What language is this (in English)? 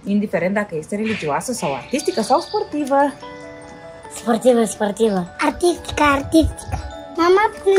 Romanian